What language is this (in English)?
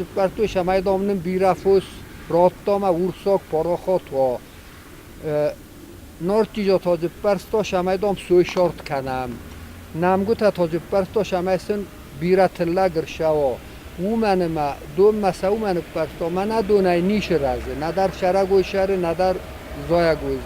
Ossetic